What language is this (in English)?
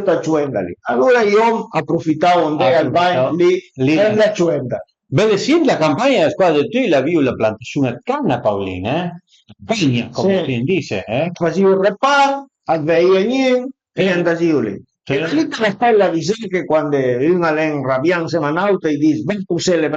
Piedmontese